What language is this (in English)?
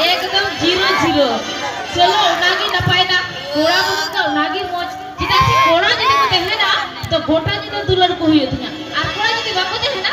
Santali